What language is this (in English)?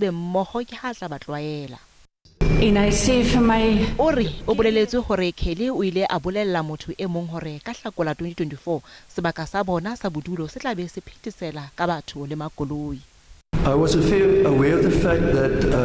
Southern Sotho